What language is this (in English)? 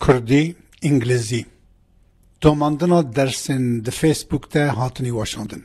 Kurdish